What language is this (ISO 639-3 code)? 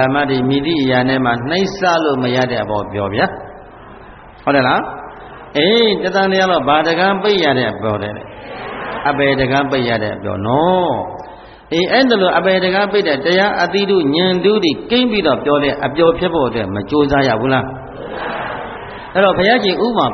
mya